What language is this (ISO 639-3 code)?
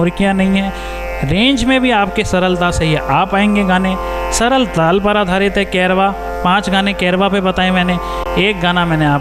hin